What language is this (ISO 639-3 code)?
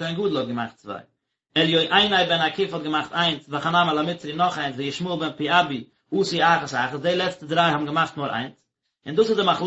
yid